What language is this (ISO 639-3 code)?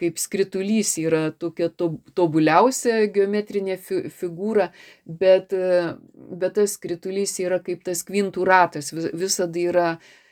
lit